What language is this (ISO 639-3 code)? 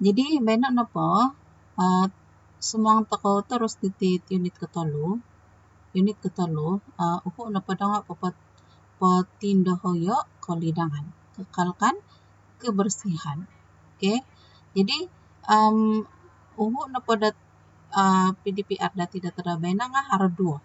dtp